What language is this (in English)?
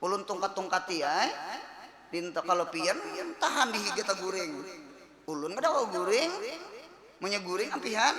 Banjar